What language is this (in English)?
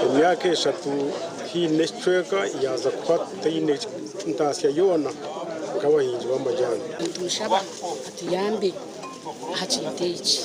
Nyankole